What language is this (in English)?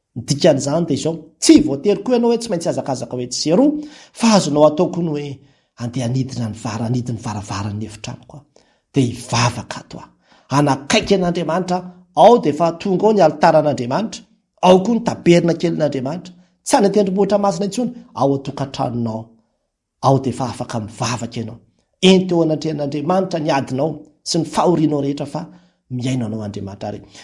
Malagasy